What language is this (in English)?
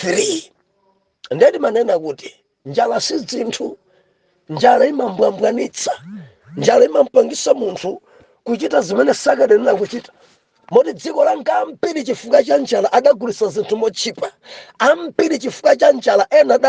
Nyanja